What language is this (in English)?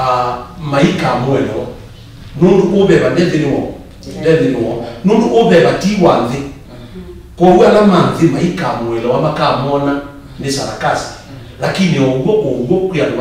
Kamba